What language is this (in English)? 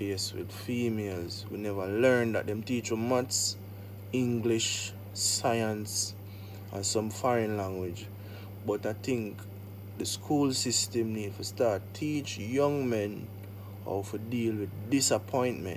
Jamaican Creole English